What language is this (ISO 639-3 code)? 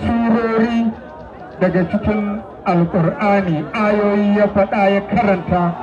hau